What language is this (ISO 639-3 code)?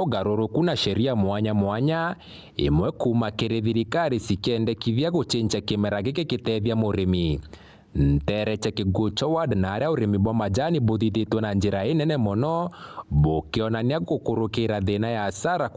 mer